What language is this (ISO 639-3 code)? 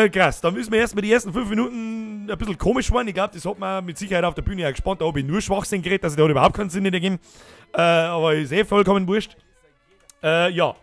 bar